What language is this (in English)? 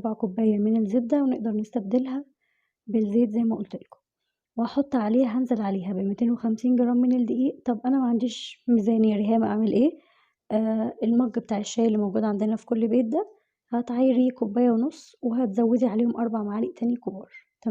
Egyptian Arabic